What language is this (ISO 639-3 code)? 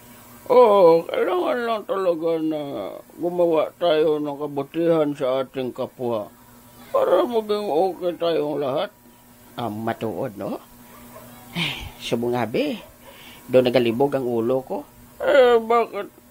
hil